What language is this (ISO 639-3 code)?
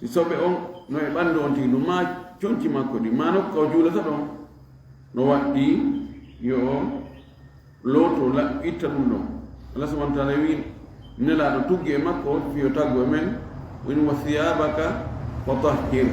ful